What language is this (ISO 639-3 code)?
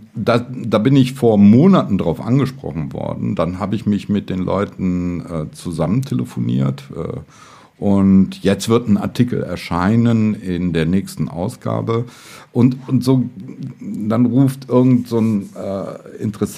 deu